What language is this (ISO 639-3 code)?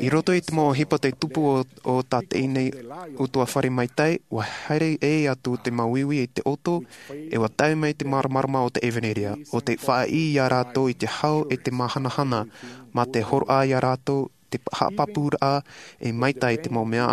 tah